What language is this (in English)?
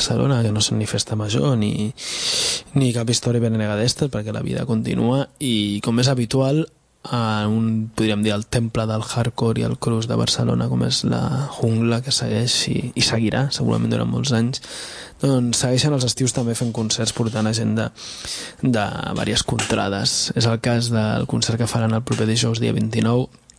Catalan